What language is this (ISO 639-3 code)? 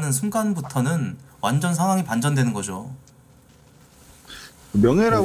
kor